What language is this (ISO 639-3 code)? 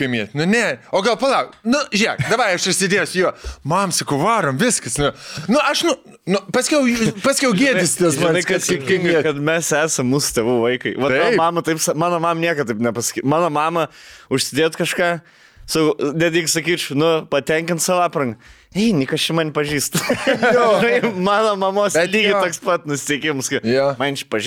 lit